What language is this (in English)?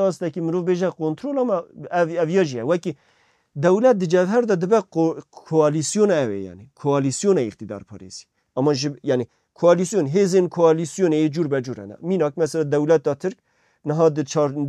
Kurdish